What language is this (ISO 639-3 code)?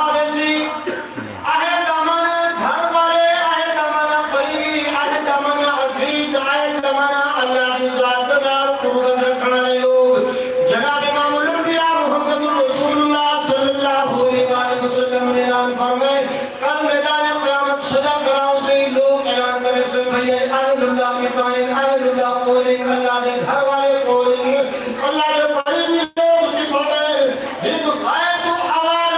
skr